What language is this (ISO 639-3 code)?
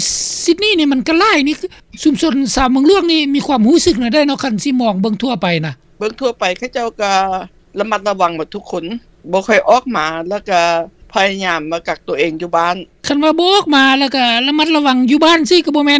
lao